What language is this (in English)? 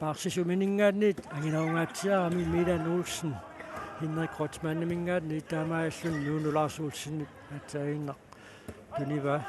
Kalaallisut